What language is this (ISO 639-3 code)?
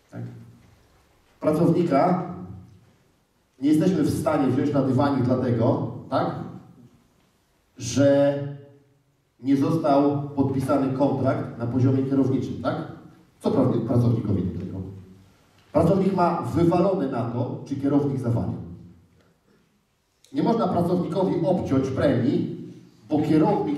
pol